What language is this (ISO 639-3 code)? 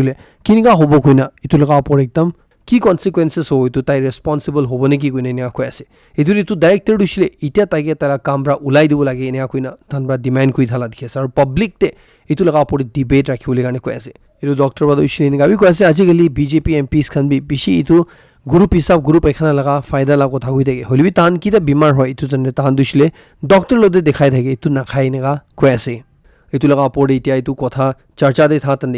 nag